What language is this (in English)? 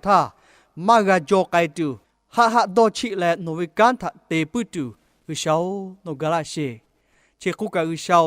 Lahu